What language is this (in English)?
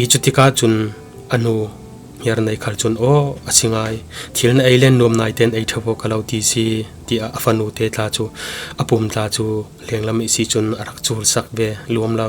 Falam Chin